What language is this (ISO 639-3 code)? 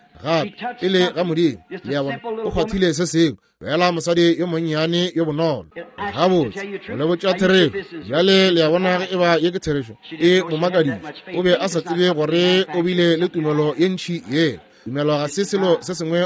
nso